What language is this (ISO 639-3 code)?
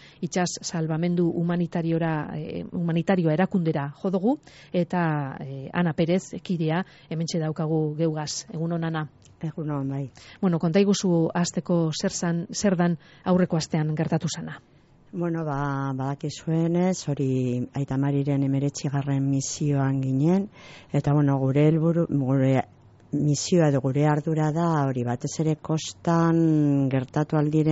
eus